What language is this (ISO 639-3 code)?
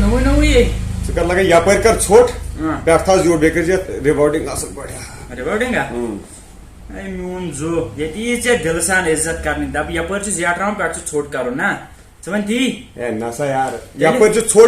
kas